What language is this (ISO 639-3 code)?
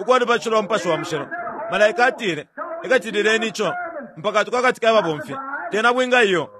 bem